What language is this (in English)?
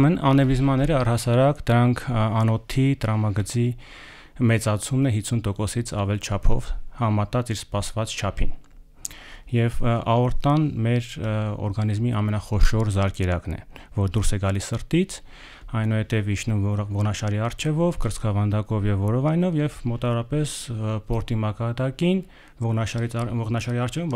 Armenian